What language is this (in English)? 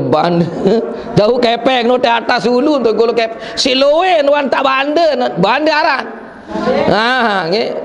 Sasak